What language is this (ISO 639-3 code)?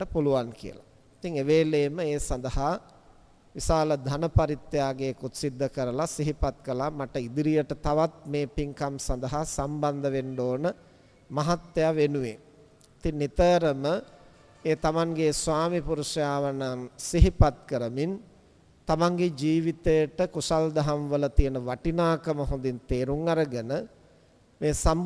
sin